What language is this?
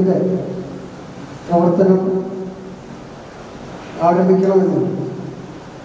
Malayalam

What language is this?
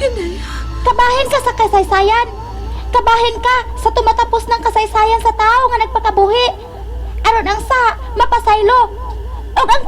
Cebuano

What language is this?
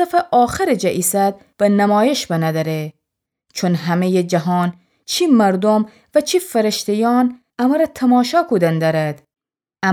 Gilaki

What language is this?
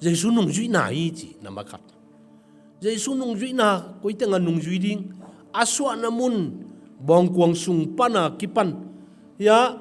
Tedim Chin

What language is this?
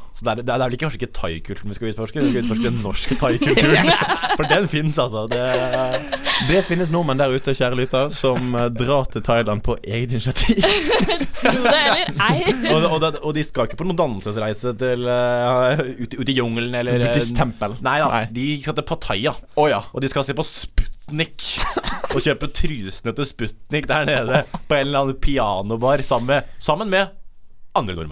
Norwegian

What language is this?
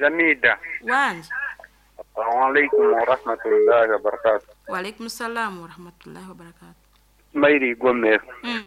Nyoro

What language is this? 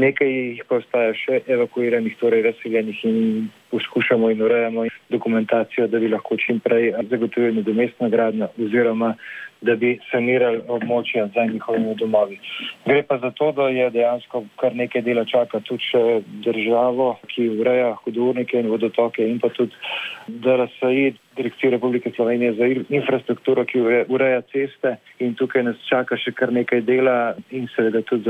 Slovenian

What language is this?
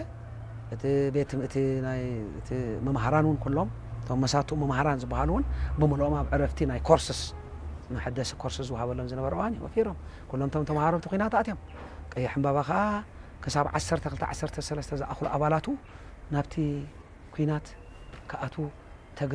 Tigrinya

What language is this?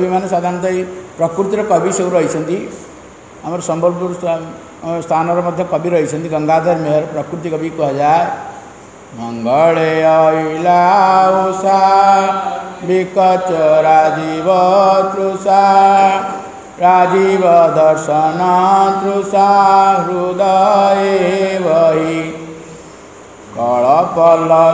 Odia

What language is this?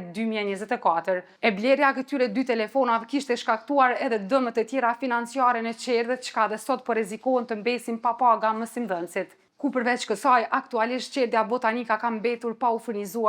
Albanian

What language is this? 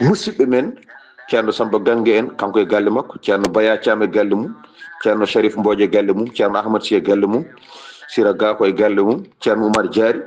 Fula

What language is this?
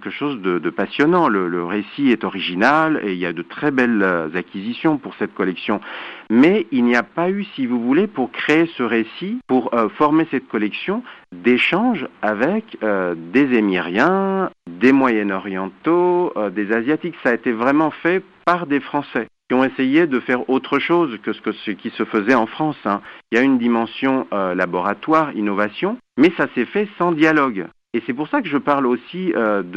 French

